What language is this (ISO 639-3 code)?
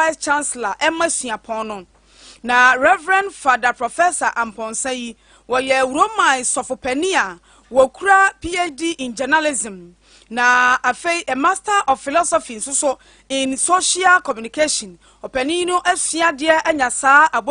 aka